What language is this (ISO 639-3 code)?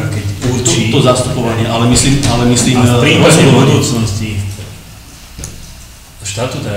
slk